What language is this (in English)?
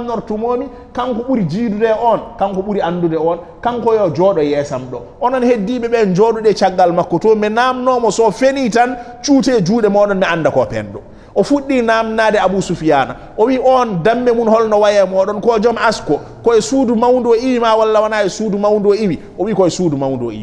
Fula